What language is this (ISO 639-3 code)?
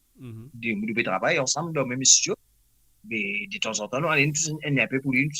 mfe